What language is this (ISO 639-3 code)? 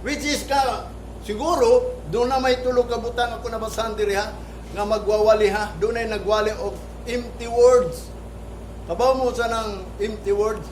ceb